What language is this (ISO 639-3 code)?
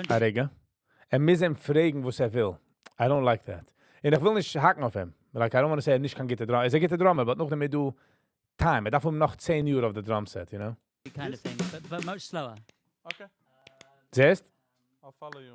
yid